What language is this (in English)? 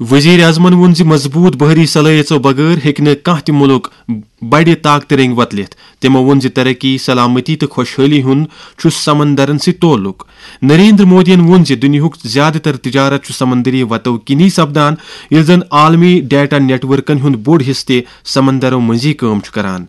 Kashmiri